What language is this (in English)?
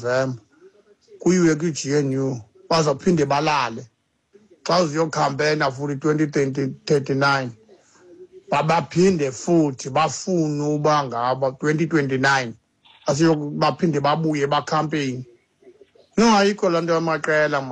Xhosa